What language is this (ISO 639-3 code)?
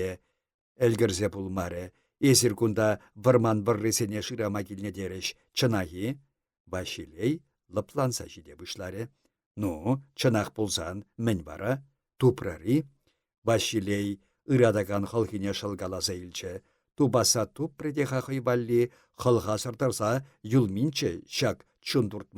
chv